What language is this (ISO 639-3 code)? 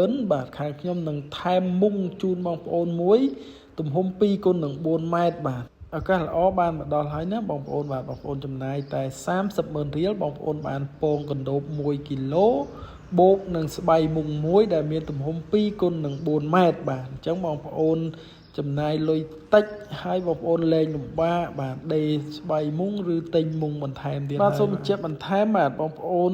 khm